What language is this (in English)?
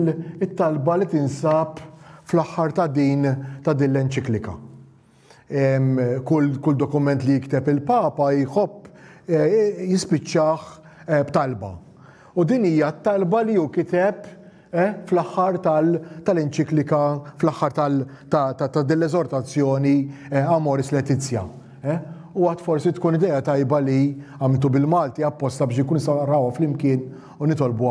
Maltese